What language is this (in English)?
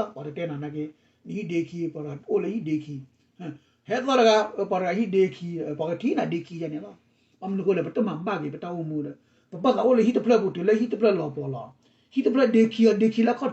S'gaw Karen